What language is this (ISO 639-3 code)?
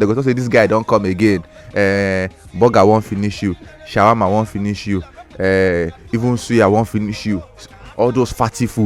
pcm